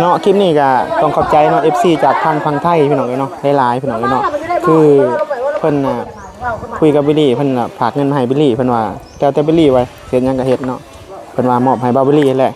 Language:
Northeastern Thai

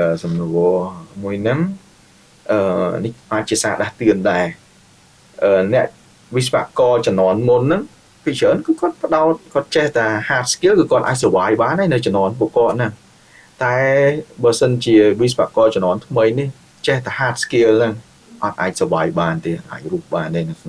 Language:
Khmer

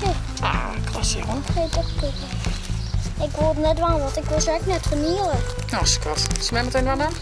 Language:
Western Frisian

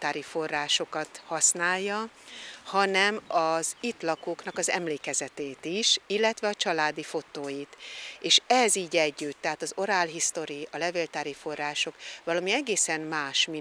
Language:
Hungarian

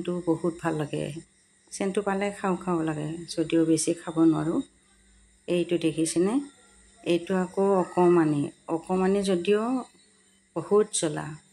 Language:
Assamese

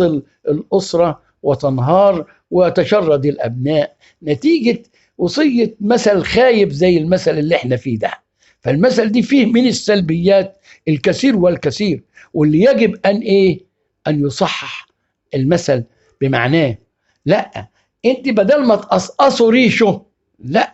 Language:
Egyptian Arabic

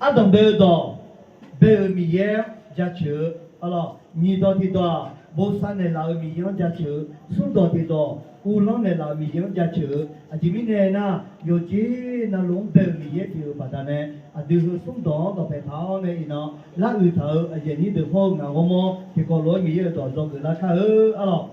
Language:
Akha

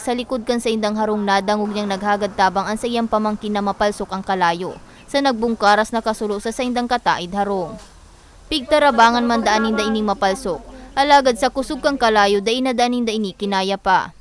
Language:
Bikol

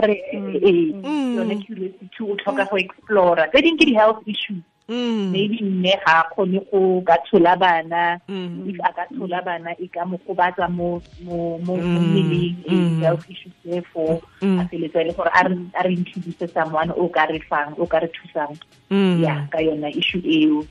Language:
Tswana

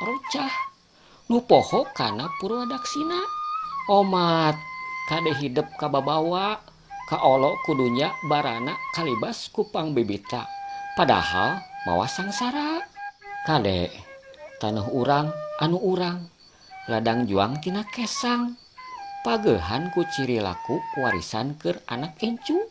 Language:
Sundanese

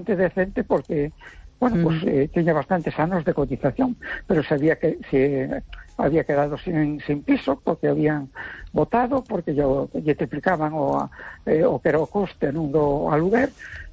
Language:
Galician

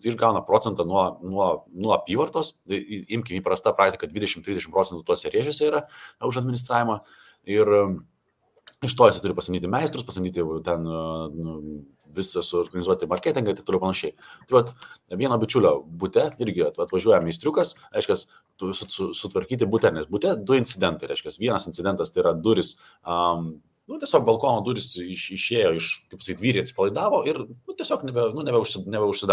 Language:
Lithuanian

